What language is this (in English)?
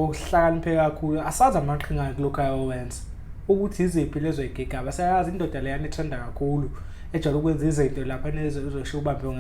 Zulu